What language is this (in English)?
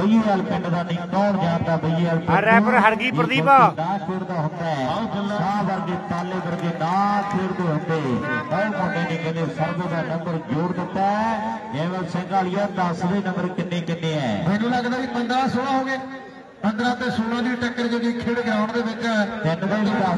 Punjabi